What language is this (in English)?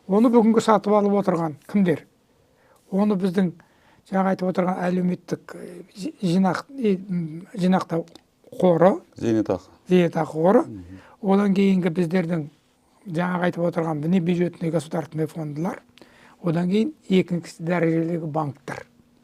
Kazakh